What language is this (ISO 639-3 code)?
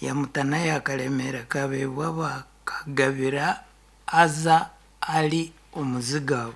nyn